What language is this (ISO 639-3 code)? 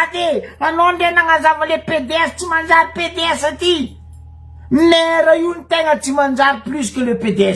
mlg